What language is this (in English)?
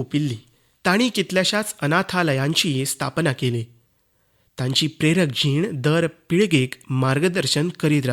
Konkani